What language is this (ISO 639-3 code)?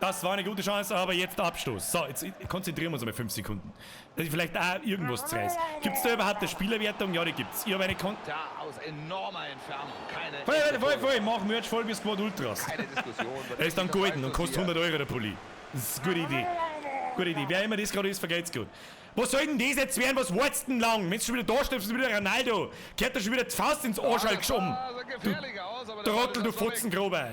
bar